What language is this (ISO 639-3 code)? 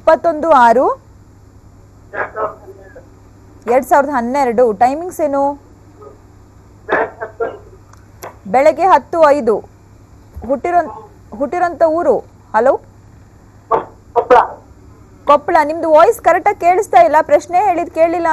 kan